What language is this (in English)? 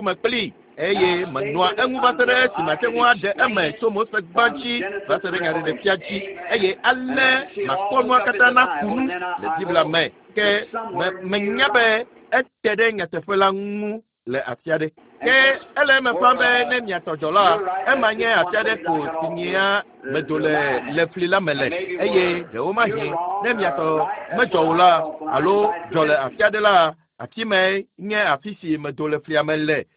Ewe